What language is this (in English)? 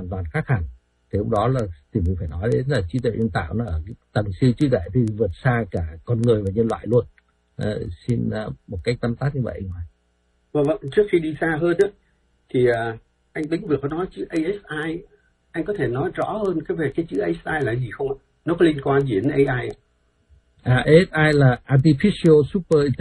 Vietnamese